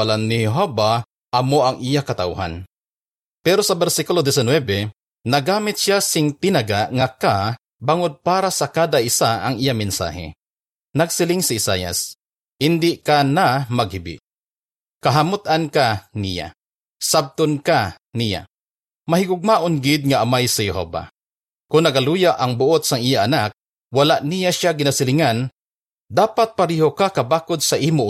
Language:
Hiligaynon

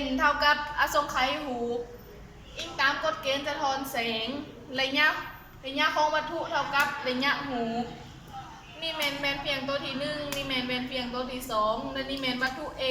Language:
Lao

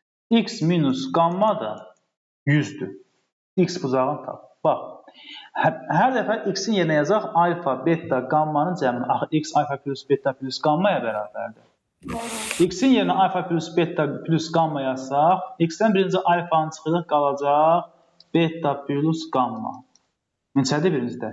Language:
Azerbaijani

